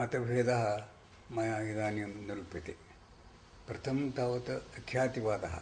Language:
Sanskrit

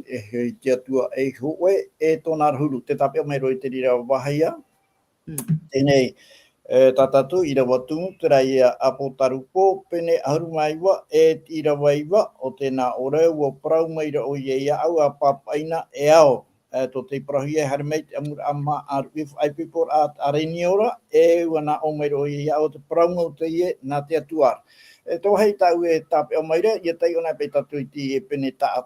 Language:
Tahitian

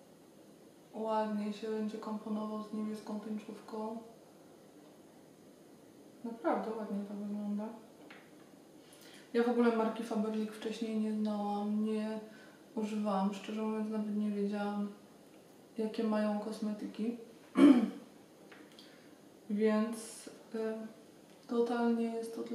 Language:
Polish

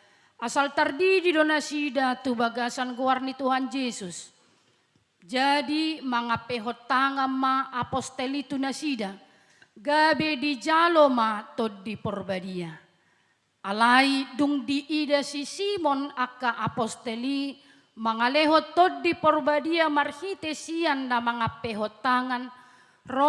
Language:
Batak Toba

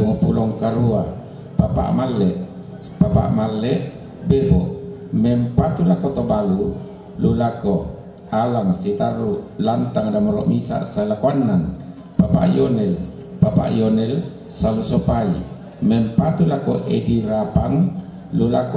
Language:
Toraja-Sa'dan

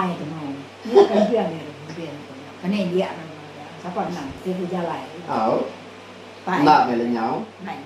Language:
Iban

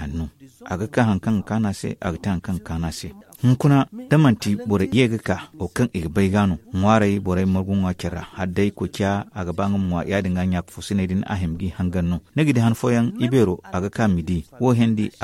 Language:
Zarma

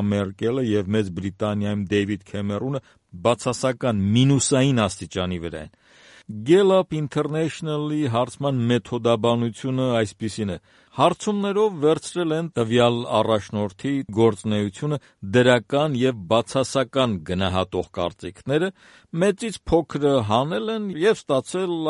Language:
Armenian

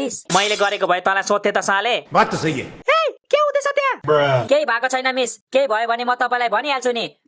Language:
Nepali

